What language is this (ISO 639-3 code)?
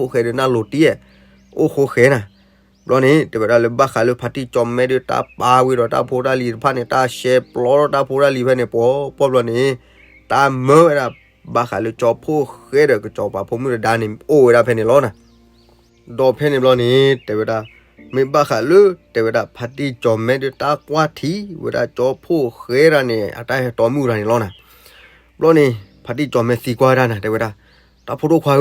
ksw